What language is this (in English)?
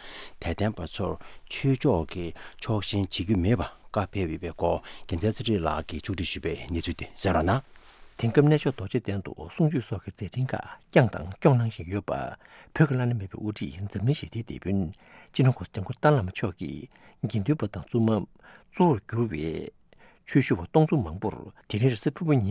Tibetan